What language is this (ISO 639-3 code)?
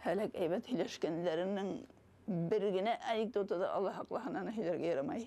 bak